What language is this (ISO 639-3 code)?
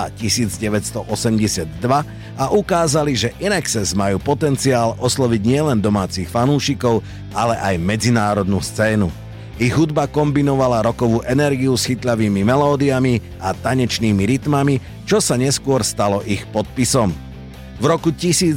slk